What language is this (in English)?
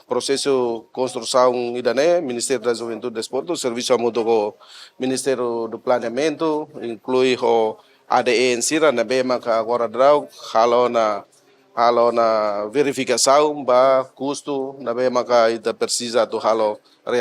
Tetum